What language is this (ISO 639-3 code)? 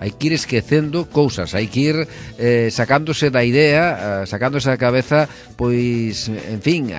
glg